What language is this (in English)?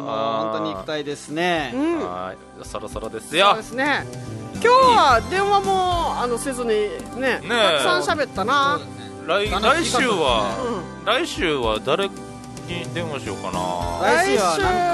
Japanese